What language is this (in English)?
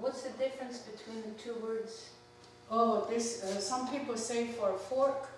Mohawk